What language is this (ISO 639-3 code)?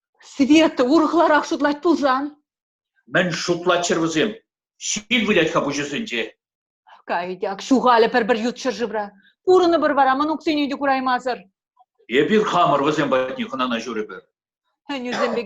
chv